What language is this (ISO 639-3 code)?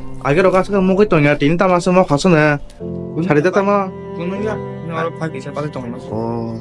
trp